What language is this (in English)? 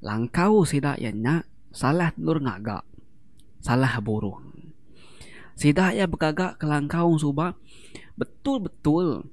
Iban